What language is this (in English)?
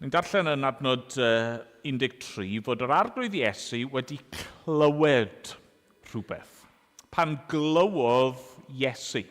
Welsh